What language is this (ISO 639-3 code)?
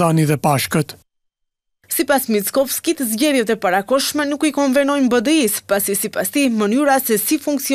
sqi